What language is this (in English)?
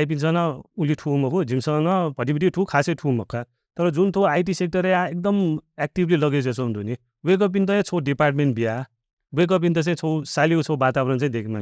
Newari